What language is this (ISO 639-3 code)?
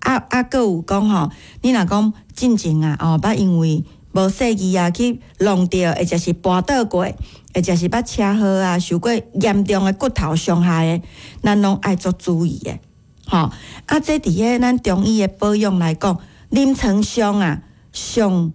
nan